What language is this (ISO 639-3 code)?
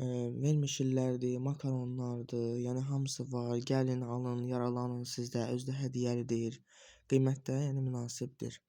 aze